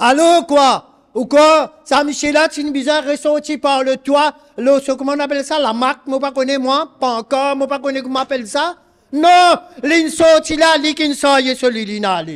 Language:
Morisyen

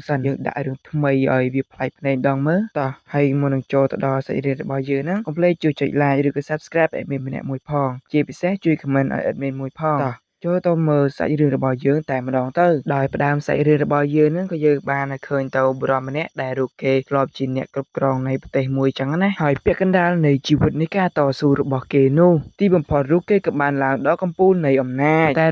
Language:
Khmer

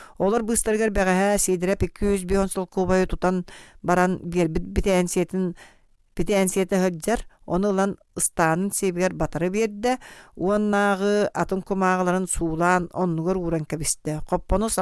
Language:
Yakut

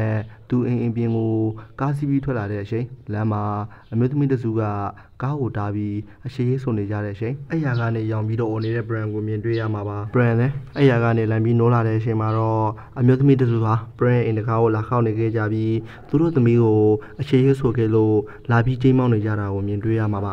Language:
Burmese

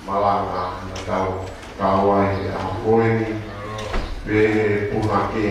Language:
Tongan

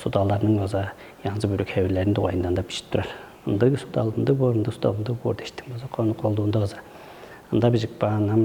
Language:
Tuvinian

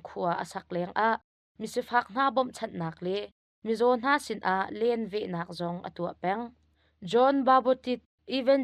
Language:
Hakha Chin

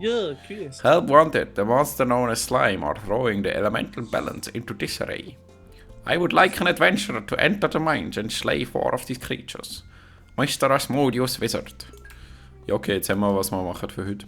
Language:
Swiss German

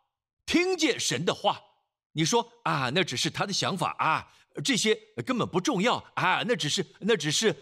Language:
Chinese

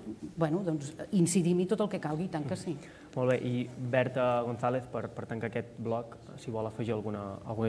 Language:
Catalan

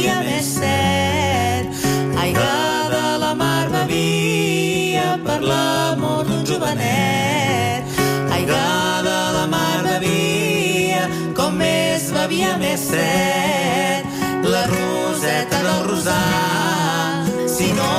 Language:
Catalan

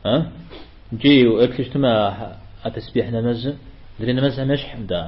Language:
Kabardian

